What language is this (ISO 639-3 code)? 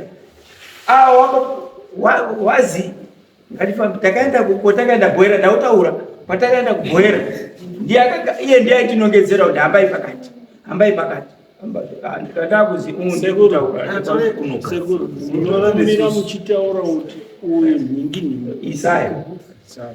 sna